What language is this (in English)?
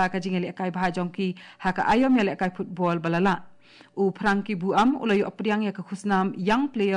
Khasi